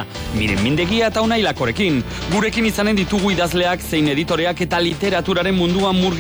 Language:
Basque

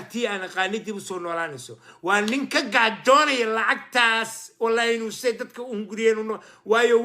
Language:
Somali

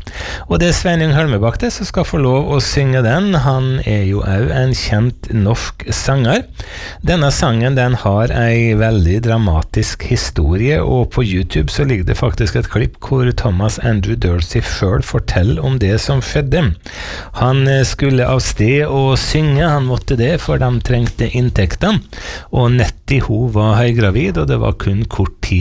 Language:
Norwegian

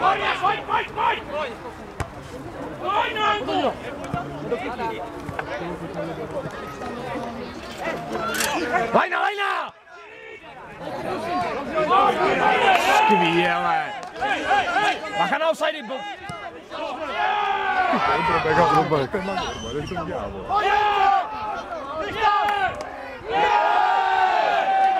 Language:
Czech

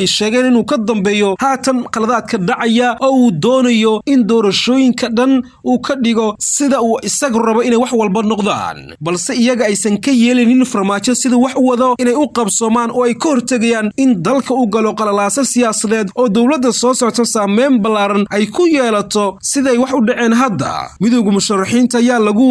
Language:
Somali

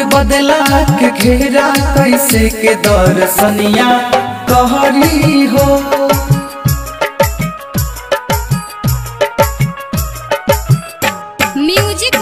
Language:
Bhojpuri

